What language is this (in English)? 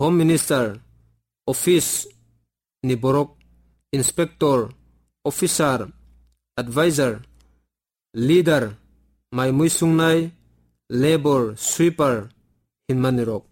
Kok Borok